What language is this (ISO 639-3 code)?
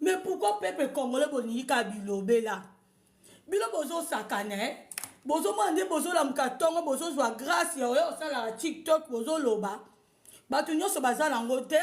lin